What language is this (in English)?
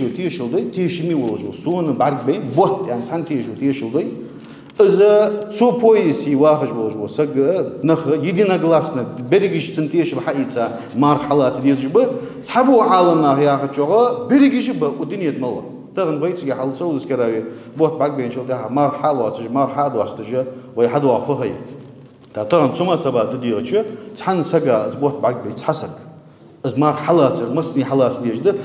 Ingush